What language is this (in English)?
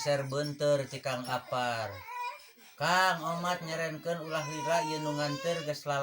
Sundanese